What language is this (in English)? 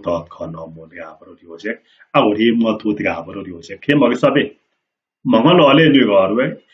Kalenjin